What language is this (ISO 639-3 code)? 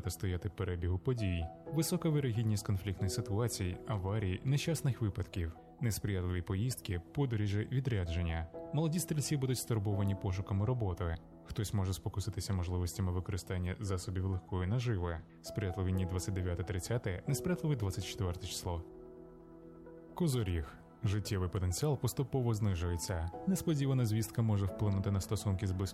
ukr